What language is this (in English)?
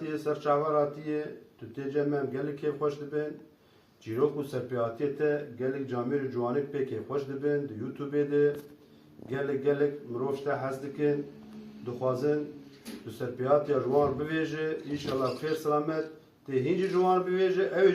Kurdish